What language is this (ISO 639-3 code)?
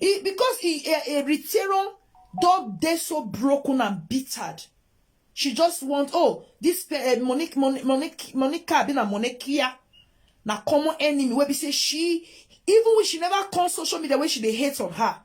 pcm